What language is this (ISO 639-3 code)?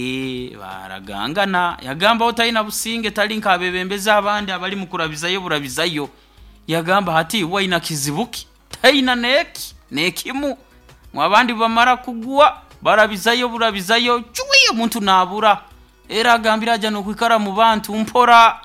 nyo